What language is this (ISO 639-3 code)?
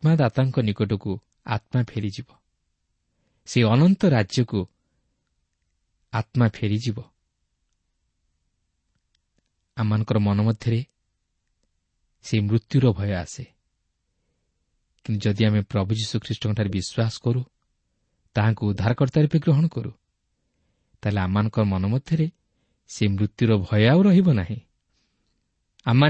ori